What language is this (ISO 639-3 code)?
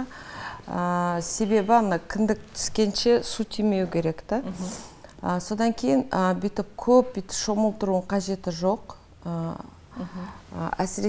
kaz